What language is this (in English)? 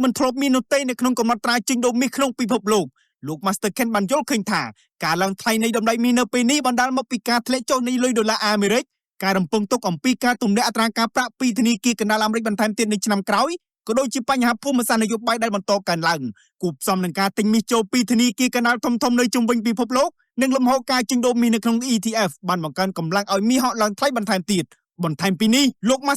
Khmer